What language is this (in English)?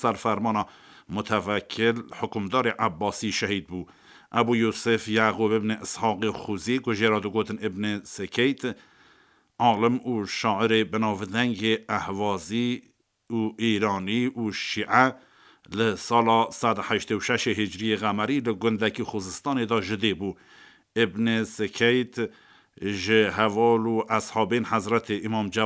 Kurdish